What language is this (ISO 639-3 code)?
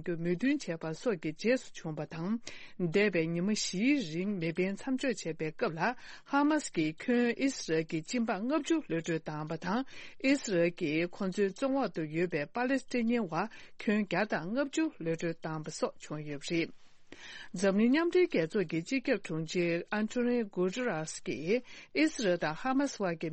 bod